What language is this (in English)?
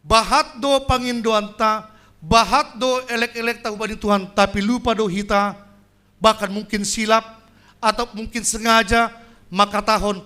Batak Simalungun